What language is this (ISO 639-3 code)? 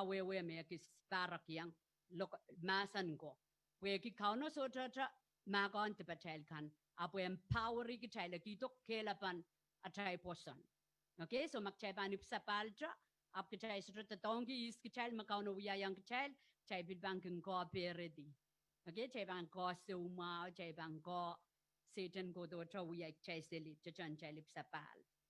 pon